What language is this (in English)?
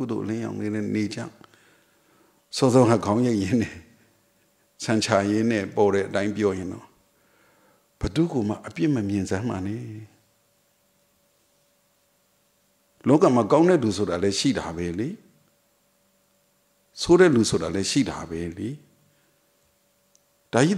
Burmese